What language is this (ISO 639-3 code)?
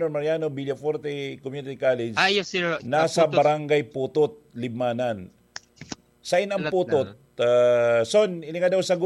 bik